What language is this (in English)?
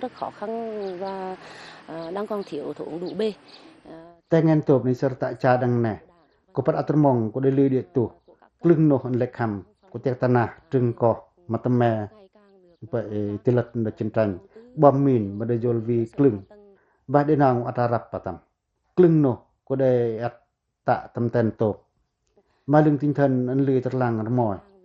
Pacoh